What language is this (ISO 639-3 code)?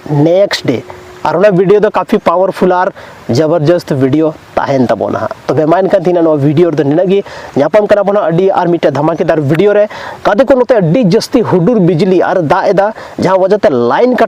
sat